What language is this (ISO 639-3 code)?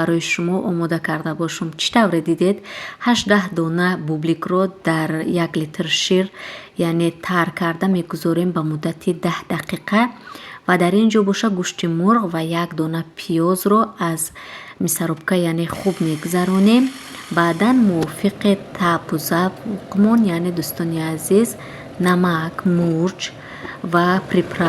tgk